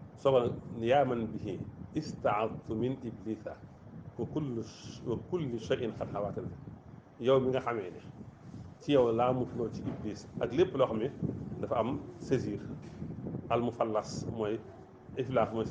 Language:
Wolof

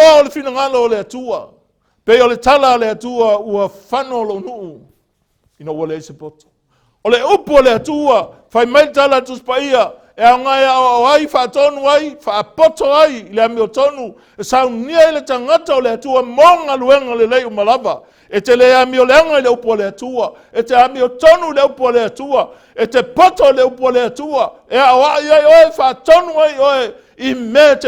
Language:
Samoan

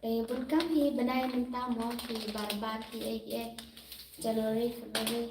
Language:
Khasi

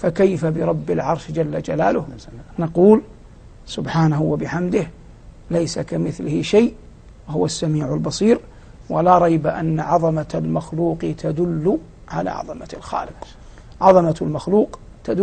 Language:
Arabic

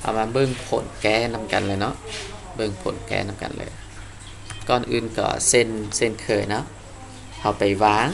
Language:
Lao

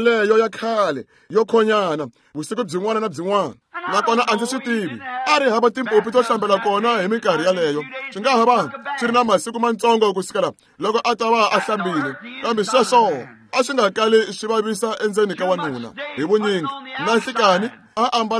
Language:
Tsonga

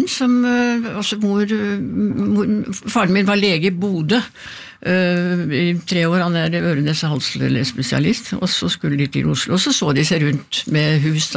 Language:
Norwegian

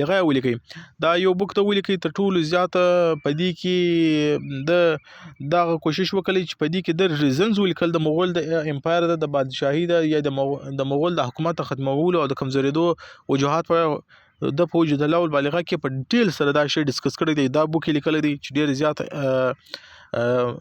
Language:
Pashto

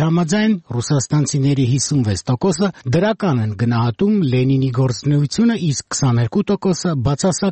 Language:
Armenian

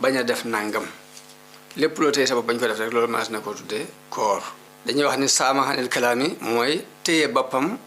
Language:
Wolof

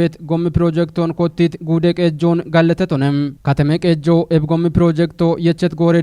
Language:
Kafa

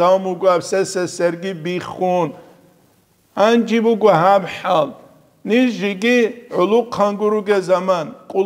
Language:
Avaric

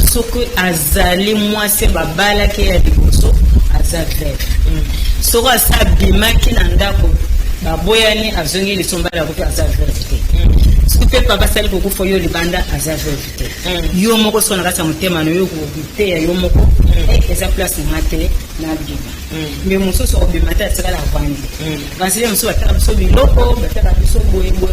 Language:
Lingala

